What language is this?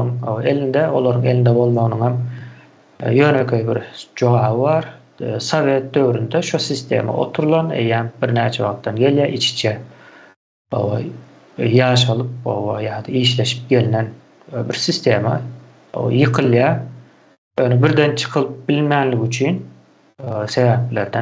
Turkmen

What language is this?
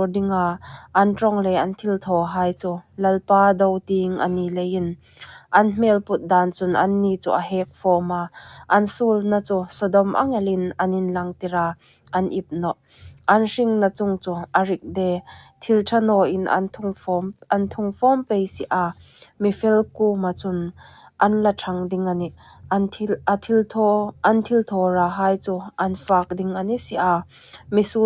Hmar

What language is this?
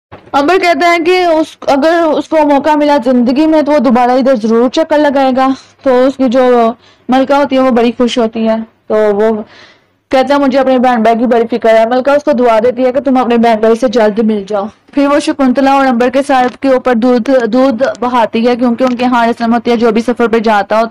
Urdu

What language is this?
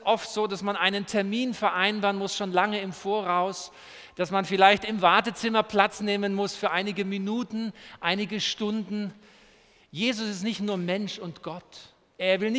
German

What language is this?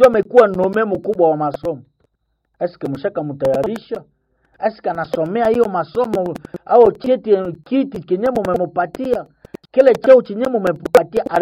Swahili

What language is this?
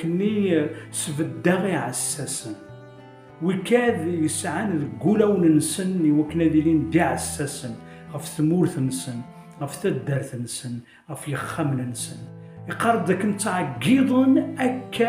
Kabyle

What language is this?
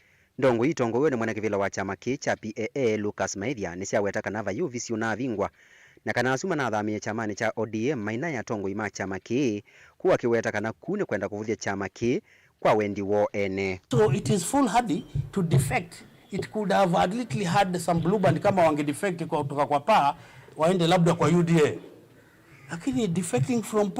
Kamba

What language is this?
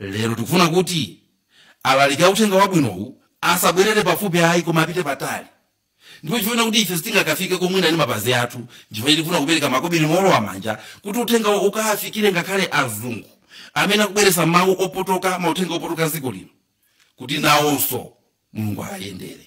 Nyanja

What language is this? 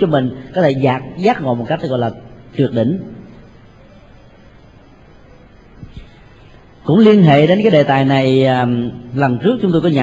Vietnamese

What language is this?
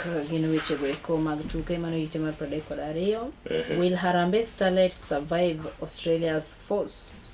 Luo (Kenya and Tanzania)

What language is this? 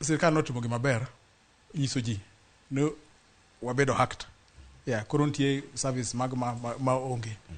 Luo (Kenya and Tanzania)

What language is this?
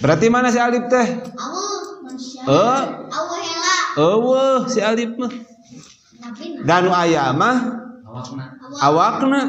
Sundanese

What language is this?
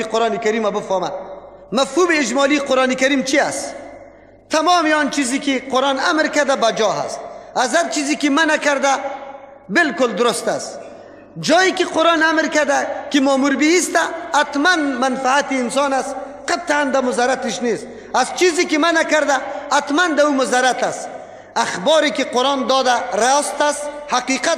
Persian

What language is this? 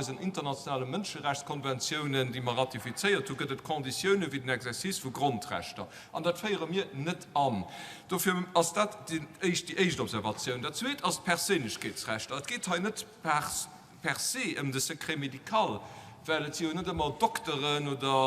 Luxembourgish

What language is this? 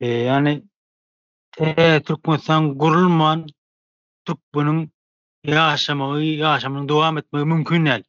Turkmen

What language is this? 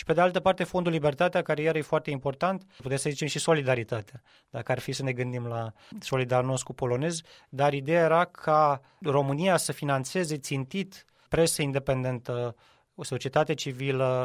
Romanian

